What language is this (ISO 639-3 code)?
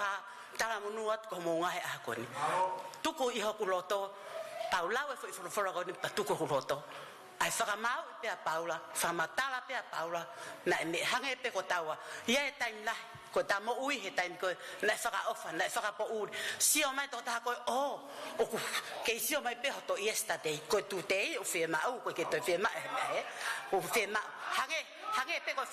ton